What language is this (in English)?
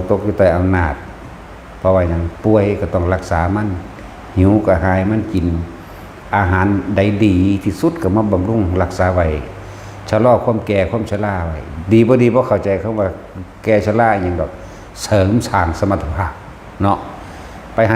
Northeastern Thai